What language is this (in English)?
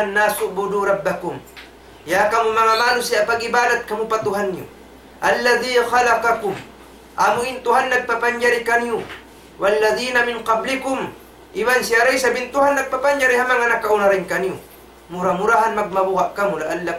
Tausug